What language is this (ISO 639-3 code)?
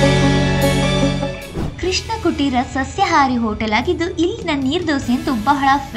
kan